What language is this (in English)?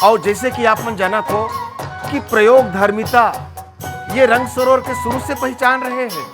Chhattisgarhi